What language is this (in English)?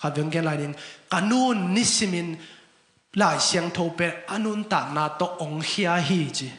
Tedim Chin